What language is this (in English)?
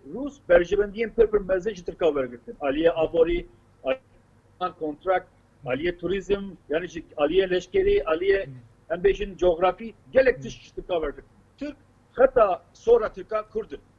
Kurdish